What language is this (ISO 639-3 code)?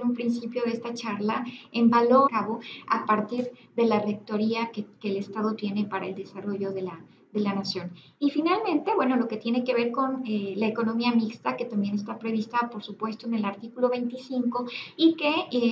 spa